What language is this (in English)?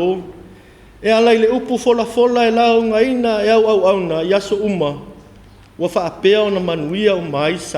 Samoan